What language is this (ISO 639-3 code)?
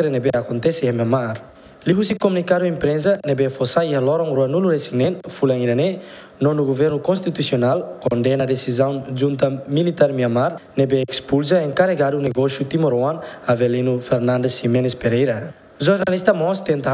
tet